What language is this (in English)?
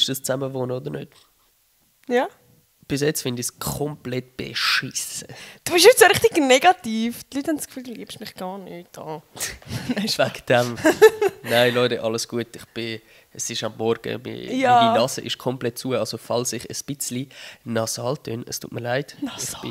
Swiss German